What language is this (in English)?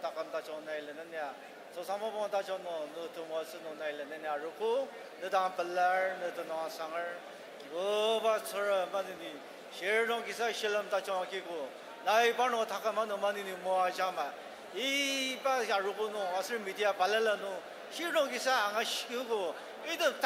Ao Naga